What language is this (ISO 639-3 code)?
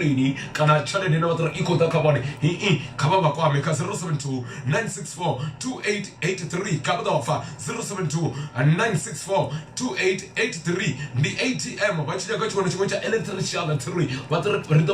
ven